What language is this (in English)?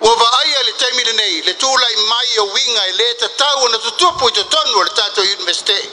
Samoan